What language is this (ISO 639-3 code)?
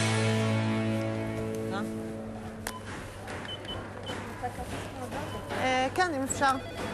heb